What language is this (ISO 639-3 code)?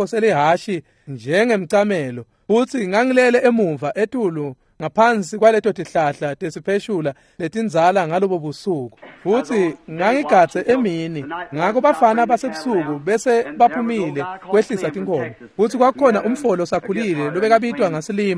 ssw